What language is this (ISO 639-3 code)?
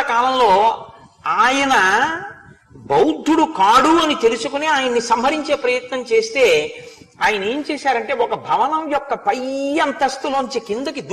tel